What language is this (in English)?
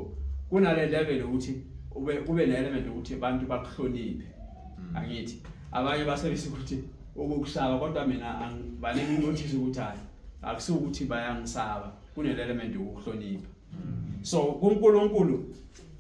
Zulu